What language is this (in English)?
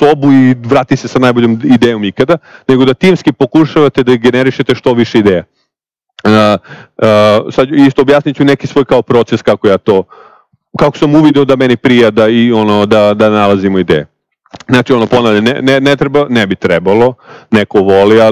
Serbian